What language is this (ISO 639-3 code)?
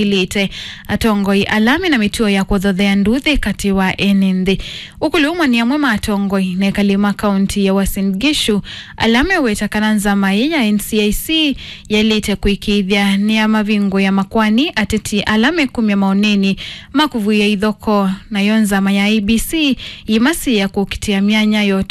kam